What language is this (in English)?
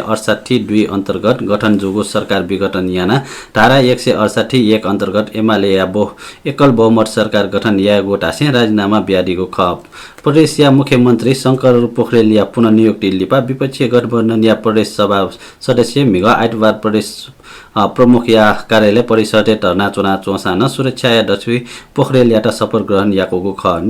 Newari